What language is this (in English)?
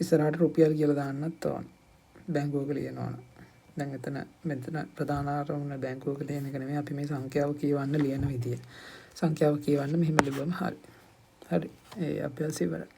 Sinhala